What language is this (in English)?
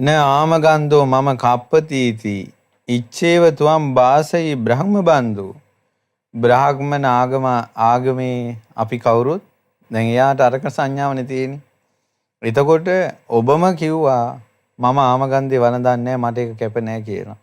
Sinhala